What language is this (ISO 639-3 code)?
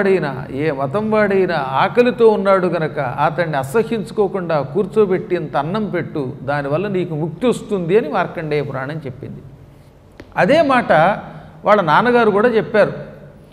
tel